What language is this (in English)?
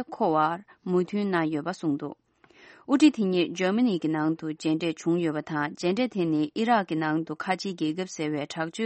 Tibetan